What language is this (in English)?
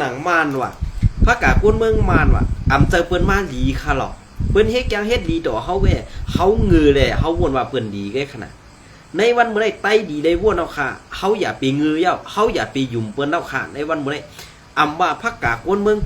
Shan